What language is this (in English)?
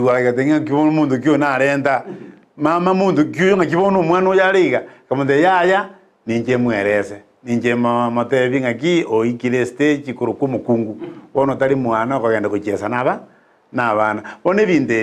Gusii